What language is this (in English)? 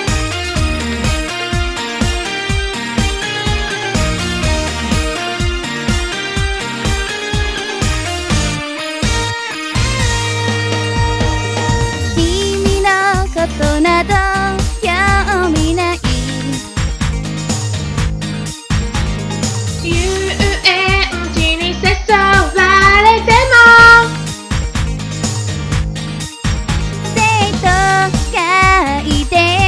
Japanese